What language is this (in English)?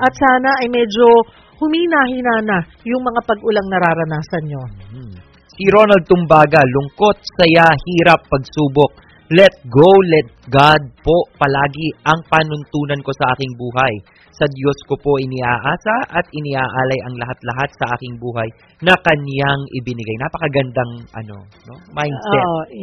Filipino